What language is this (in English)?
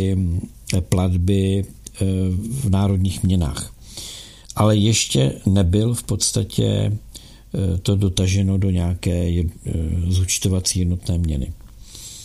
Czech